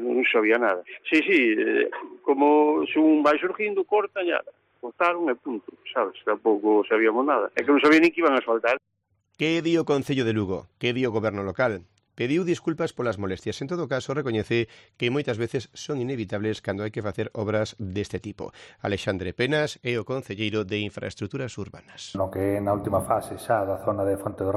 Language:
Galician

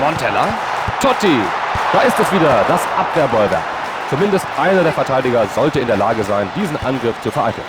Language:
Bavarian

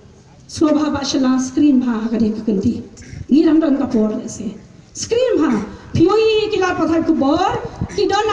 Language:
Khasi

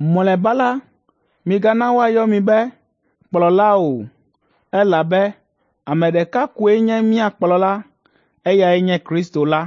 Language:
Ewe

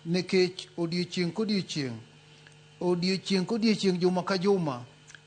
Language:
Luo (Kenya and Tanzania)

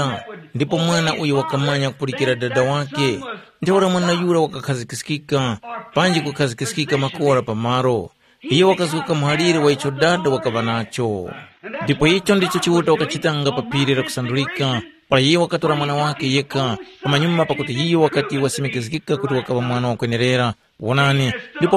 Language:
Tumbuka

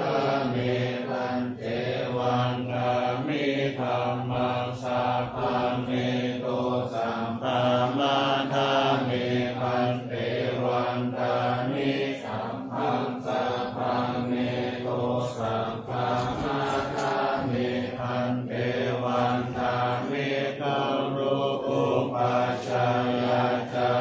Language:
Pali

